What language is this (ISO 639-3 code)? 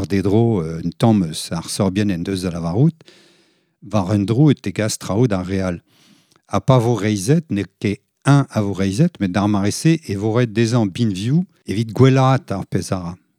bre